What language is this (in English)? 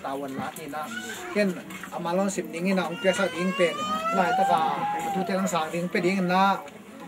Tedim Chin